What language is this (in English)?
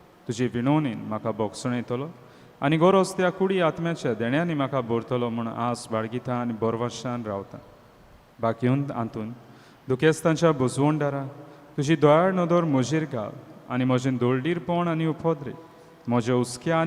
Konkani